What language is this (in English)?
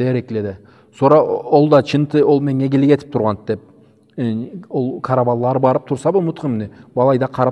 Karachay-Balkar